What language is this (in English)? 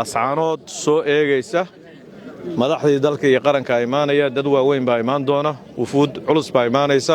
Somali